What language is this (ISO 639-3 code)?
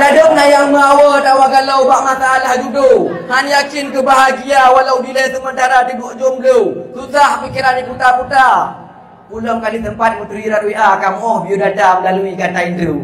ace